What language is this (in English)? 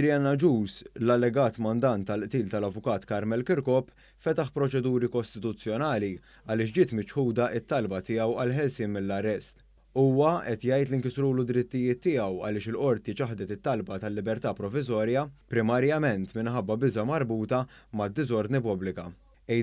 Maltese